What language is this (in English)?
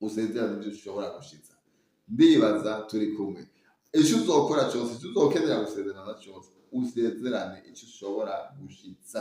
Rundi